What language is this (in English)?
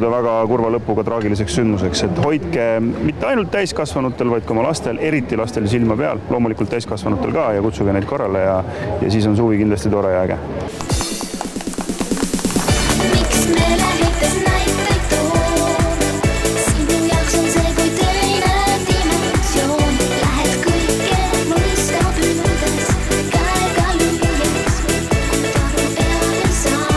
Estonian